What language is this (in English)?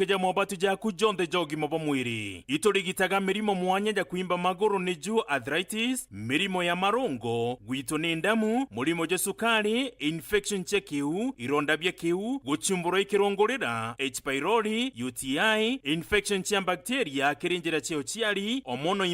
Meru